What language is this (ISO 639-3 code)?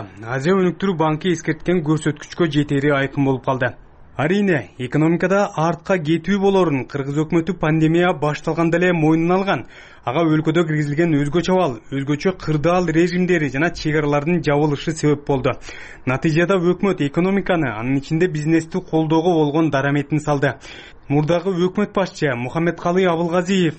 kir